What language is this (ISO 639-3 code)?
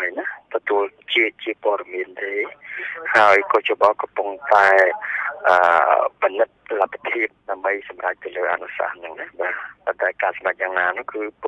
khm